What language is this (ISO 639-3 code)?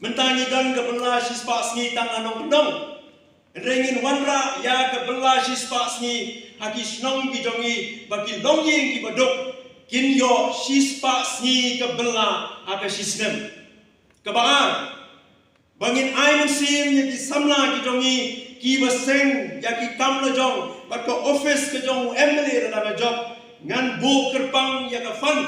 kha